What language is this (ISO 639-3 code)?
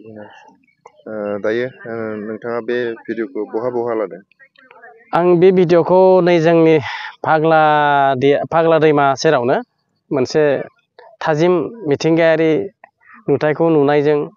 brx